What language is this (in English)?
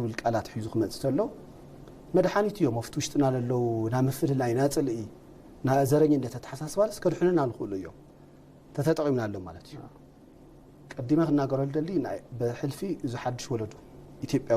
Tigrinya